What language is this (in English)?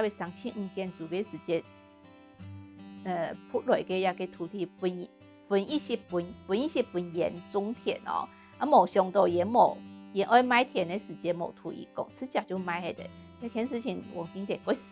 Hakka Chinese